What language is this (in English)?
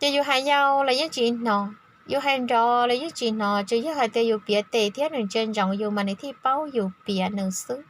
Hmong